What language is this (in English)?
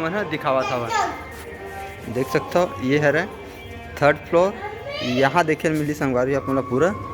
Chhattisgarhi